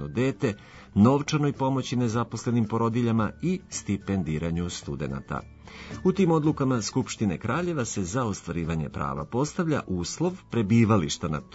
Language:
Serbian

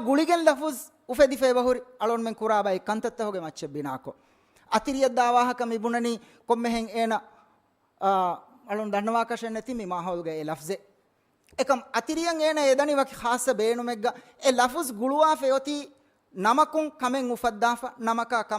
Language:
Divehi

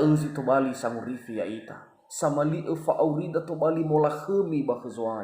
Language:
Nias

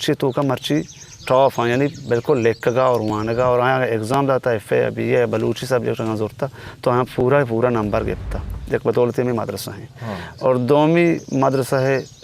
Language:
Eastern Balochi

